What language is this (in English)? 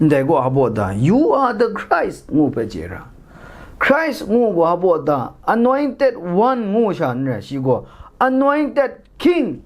Kachin